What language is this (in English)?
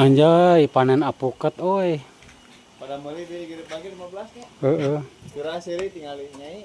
Sundanese